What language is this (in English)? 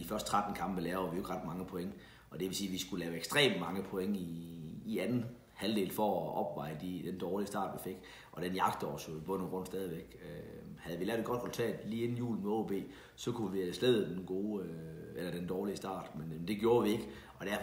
Danish